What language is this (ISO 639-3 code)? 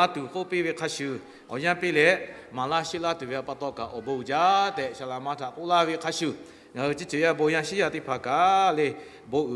lhu